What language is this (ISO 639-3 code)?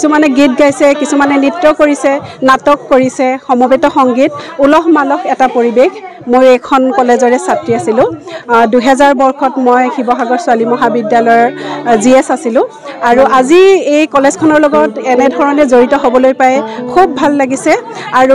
asm